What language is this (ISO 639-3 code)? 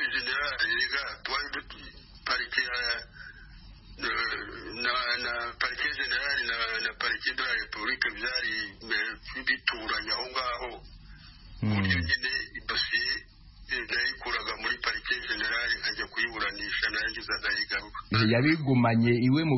kin